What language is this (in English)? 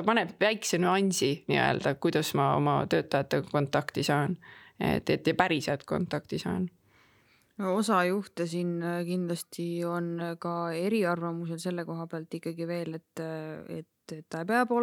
Estonian